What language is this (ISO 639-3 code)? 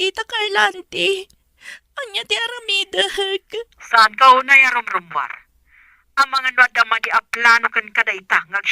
ilo